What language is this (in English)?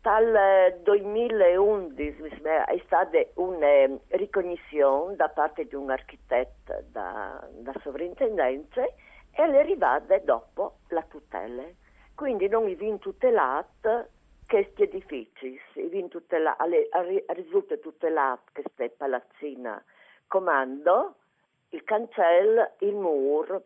Friulian